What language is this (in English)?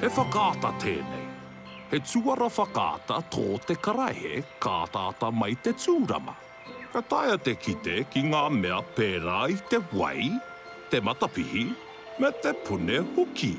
Māori